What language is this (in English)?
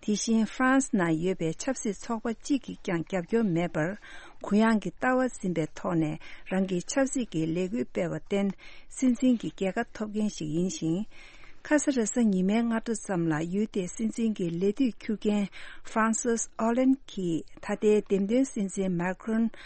Tibetan